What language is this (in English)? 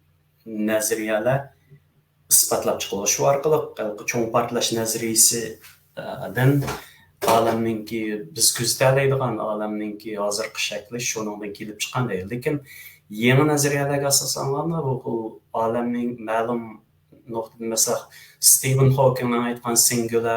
Uyghur